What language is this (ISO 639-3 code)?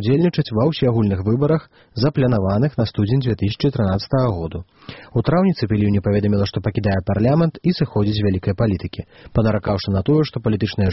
bel